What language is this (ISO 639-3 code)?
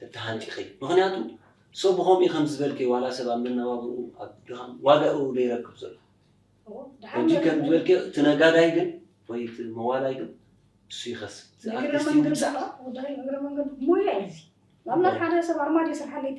tir